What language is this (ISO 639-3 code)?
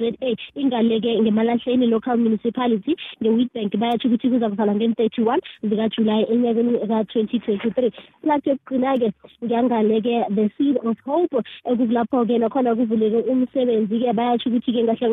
nbl